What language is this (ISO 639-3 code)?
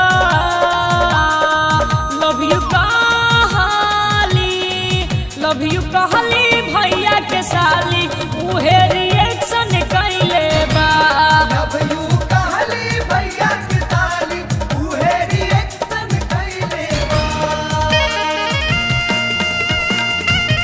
bho